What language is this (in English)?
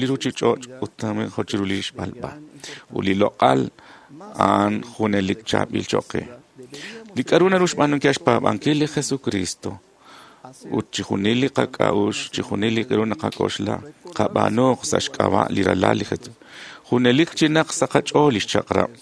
Kekchí